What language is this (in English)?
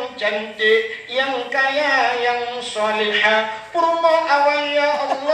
Achinese